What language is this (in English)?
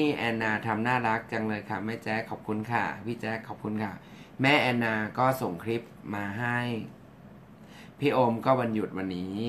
Thai